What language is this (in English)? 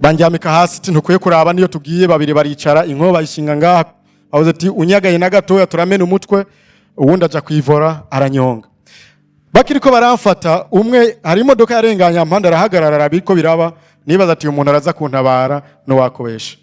Rundi